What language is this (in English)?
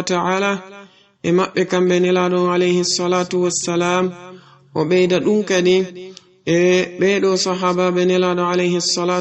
Fula